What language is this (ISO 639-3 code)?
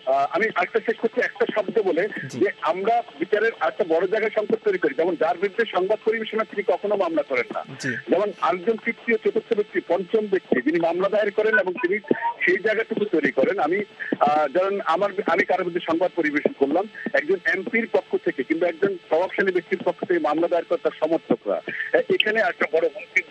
ben